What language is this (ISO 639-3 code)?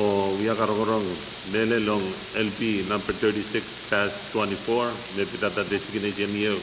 pon